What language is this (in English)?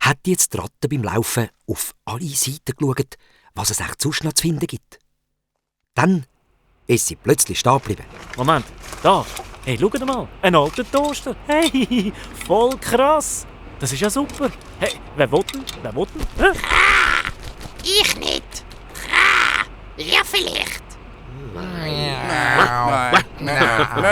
Swiss German